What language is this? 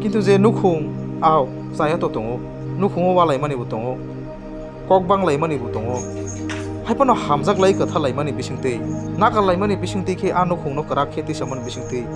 Kok Borok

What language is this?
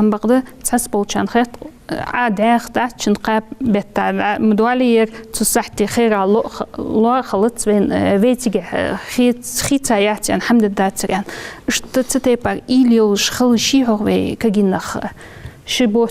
Ingush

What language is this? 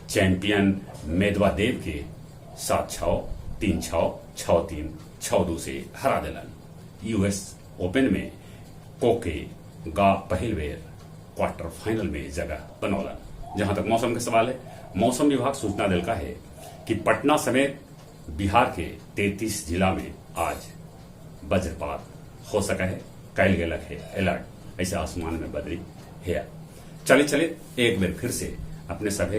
Magahi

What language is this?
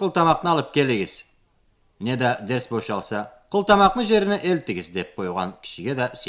Karachay-Balkar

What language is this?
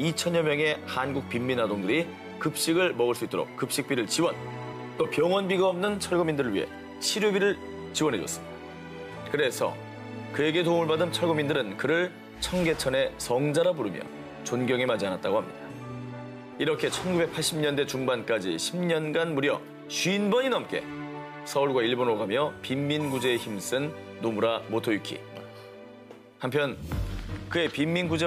Korean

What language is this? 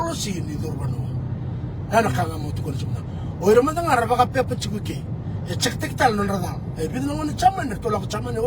Fijian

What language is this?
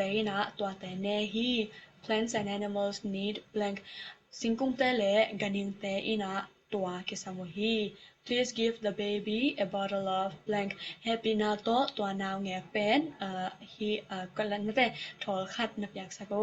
Tedim Chin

